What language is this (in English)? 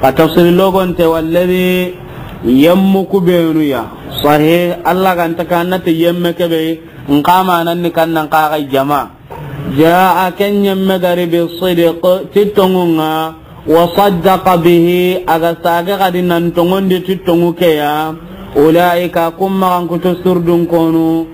Soninke